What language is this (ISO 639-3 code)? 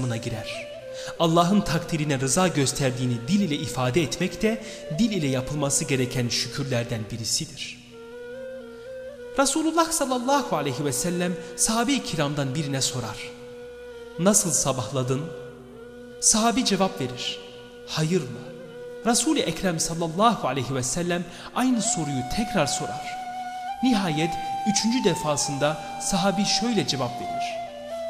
tur